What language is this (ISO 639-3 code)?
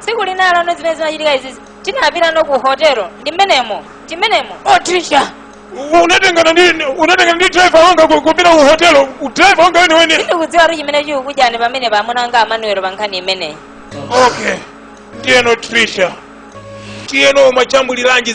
nya